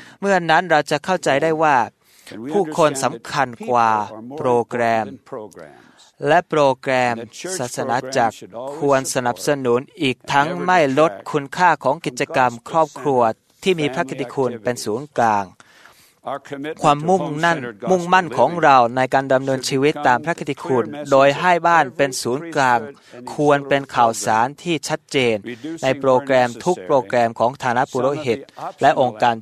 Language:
Thai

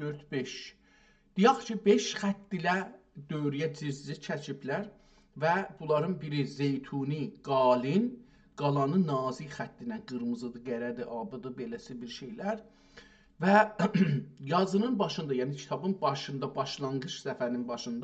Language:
South Azerbaijani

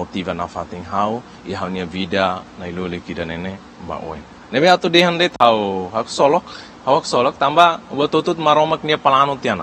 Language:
Tetum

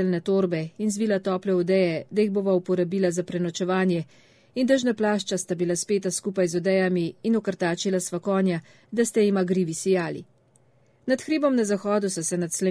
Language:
Slovenian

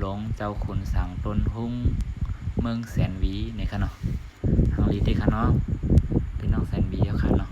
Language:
Shan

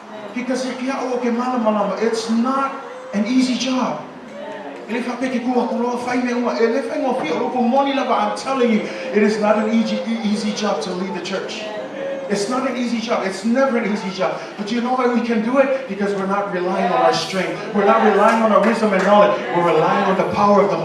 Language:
Samoan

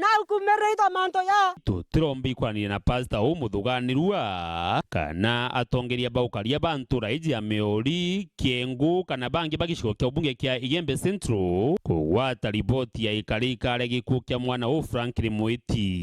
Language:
Meru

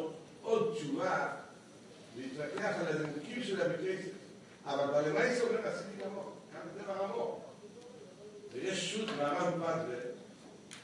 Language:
Hebrew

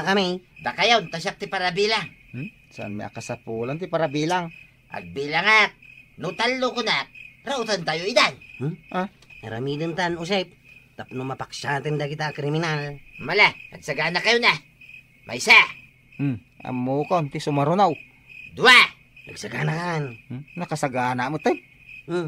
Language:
Iloko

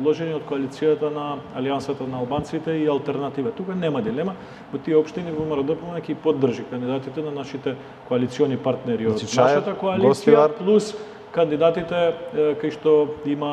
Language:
Macedonian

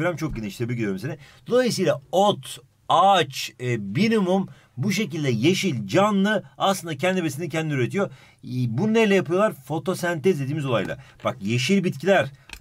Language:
Turkish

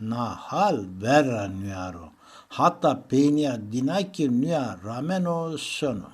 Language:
Zaza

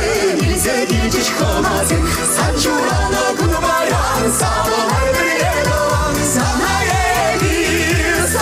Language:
Chuvash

